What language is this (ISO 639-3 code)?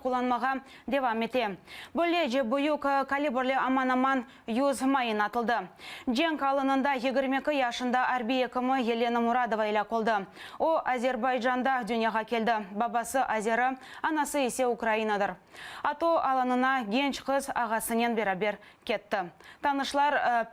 crh